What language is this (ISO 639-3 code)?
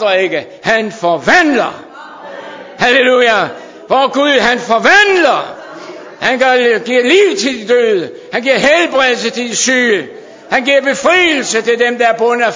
dan